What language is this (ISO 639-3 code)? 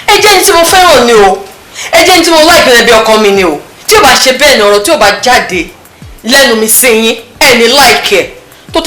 yor